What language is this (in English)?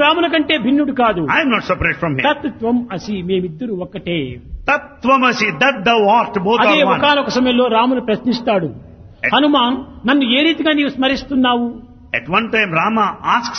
Telugu